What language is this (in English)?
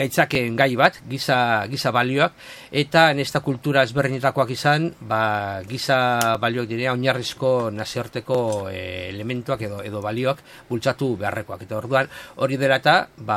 Basque